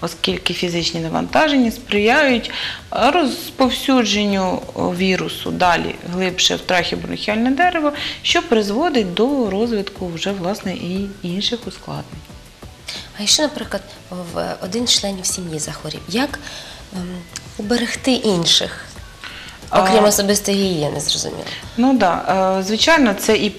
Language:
Ukrainian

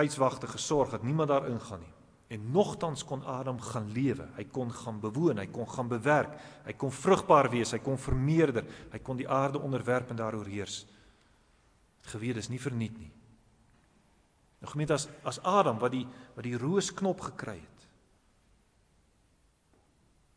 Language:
Afrikaans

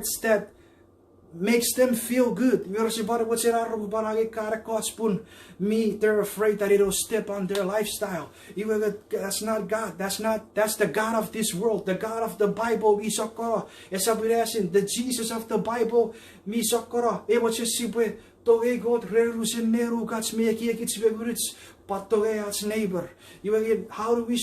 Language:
Chuukese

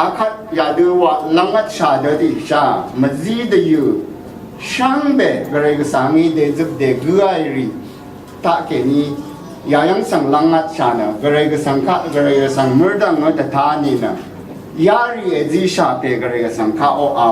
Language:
Rawang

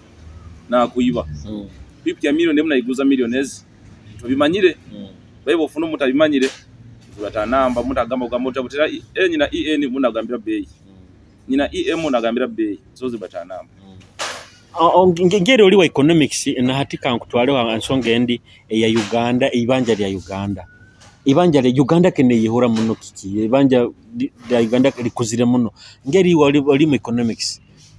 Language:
Nyoro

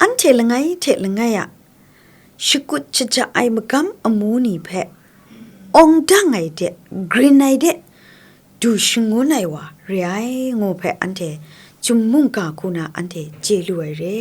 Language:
Kachin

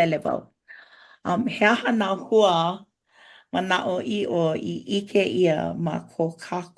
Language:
Hawaiian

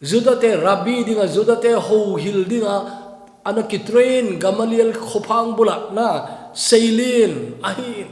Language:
Thado Chin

